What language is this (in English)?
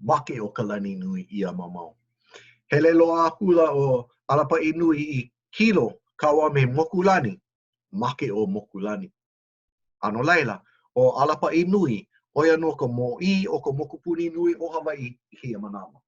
Hawaiian